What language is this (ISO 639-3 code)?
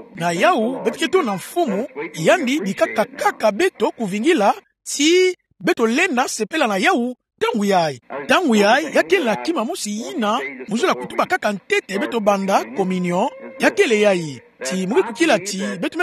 ktu